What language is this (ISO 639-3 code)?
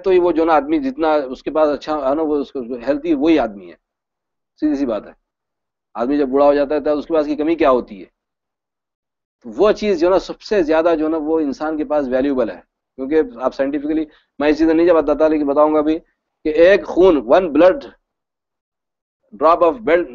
urd